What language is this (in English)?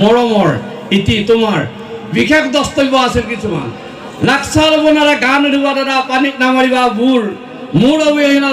Assamese